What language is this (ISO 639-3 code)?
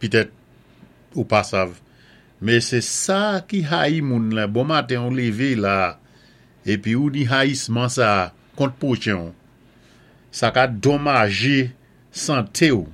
acf